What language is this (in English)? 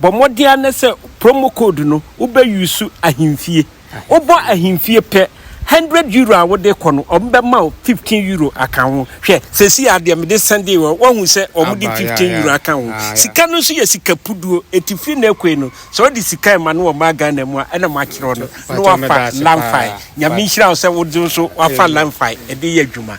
Akan